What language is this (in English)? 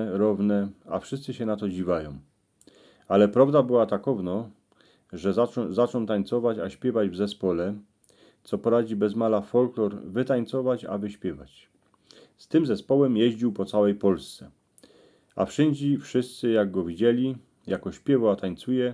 Silesian